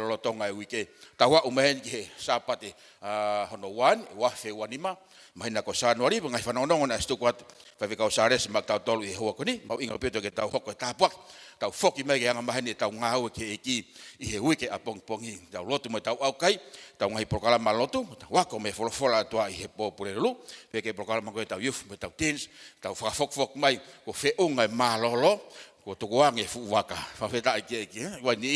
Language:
Tongan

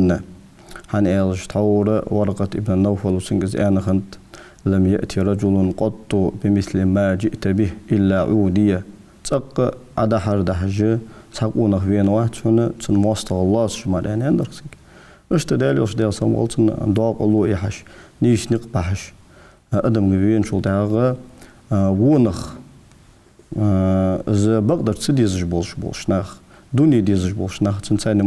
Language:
Ingush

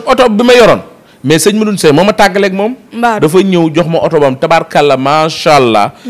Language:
Wolof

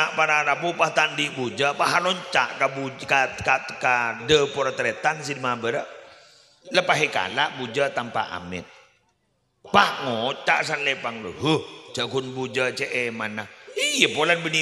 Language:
Madurese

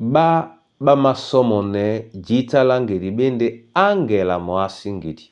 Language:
Duala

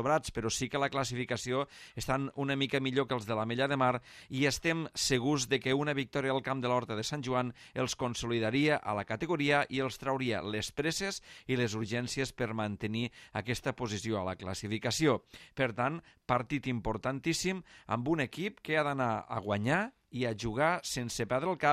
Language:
Catalan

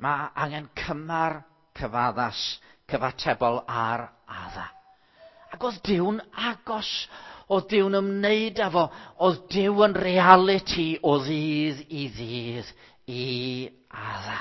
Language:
Welsh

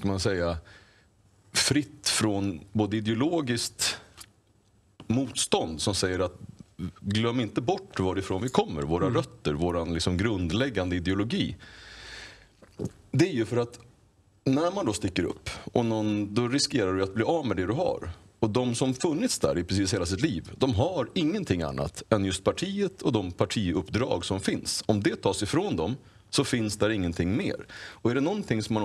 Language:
Swedish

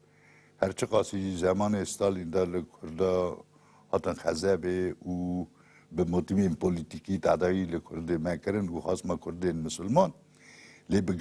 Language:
Kurdish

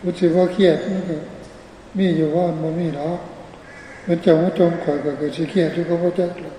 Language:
Northeastern Thai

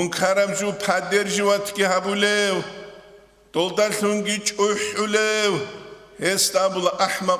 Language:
Avaric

